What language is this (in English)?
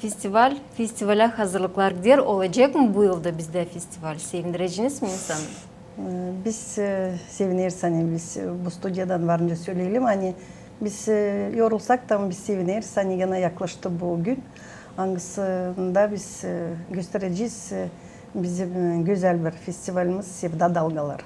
Gagauz